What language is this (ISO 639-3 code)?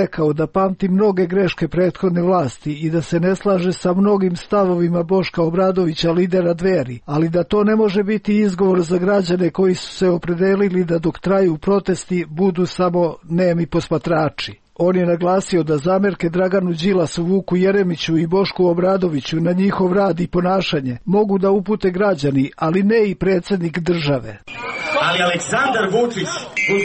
srp